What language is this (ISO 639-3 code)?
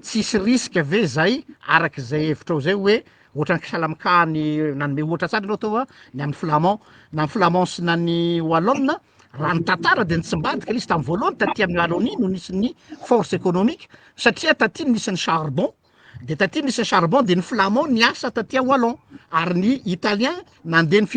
mlg